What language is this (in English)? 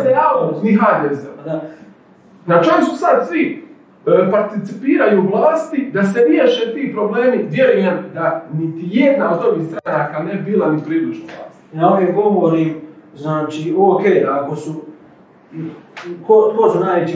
Croatian